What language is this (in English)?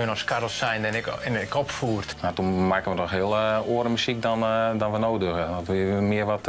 Western Frisian